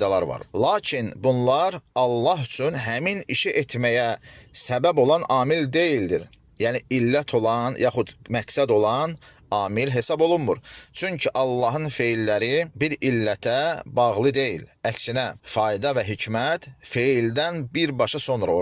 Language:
Azerbaijani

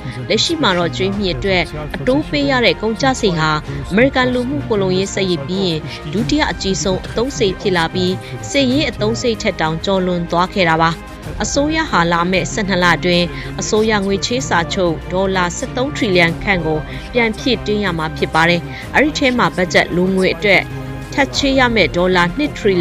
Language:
Burmese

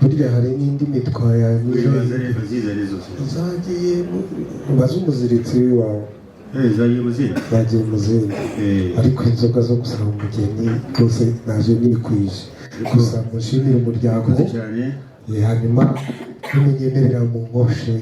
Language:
Kinyarwanda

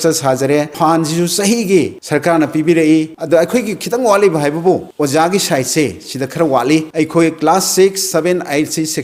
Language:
Manipuri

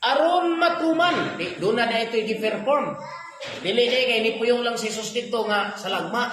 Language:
Cebuano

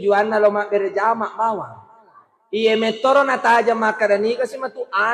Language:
Buginese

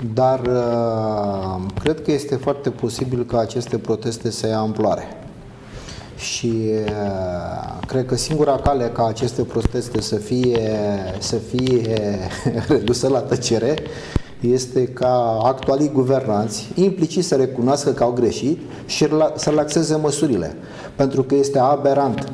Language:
Romanian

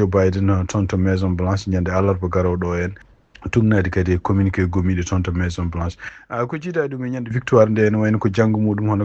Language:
Fula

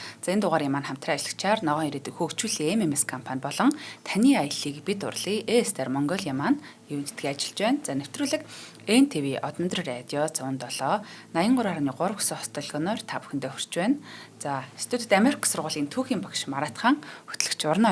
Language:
Mongolian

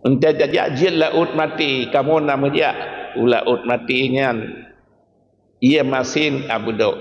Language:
Achinese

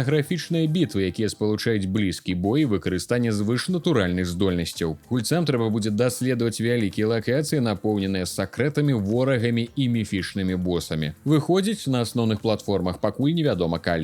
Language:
Belarusian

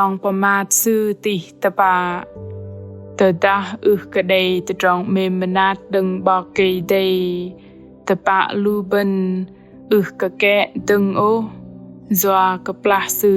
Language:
Bahnar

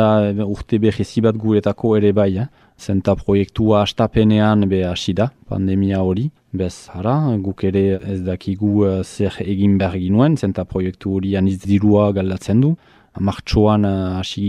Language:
Basque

